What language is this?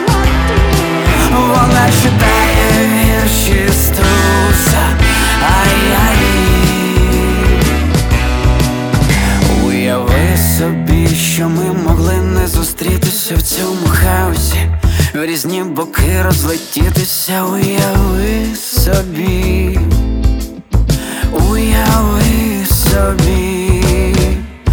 Ukrainian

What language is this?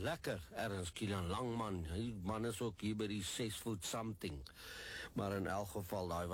Afrikaans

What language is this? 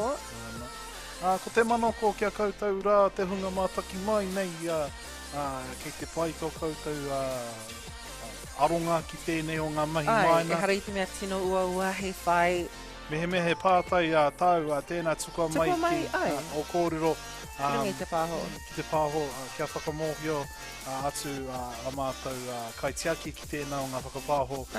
Māori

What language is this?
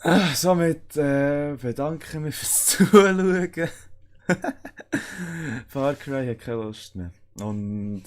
Swiss German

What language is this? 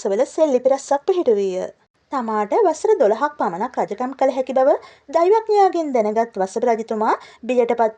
Sinhala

